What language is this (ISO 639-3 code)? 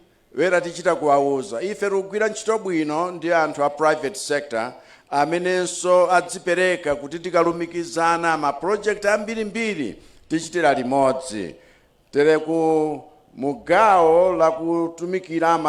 nya